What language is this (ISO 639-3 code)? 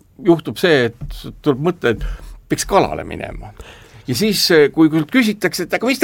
est